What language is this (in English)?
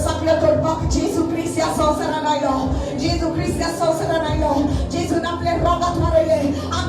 Konkani